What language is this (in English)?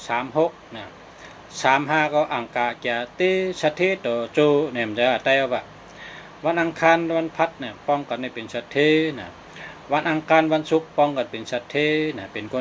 Shan